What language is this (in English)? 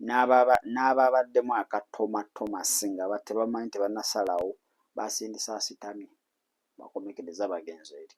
Ganda